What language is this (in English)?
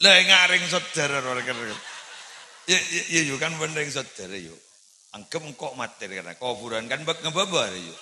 Madurese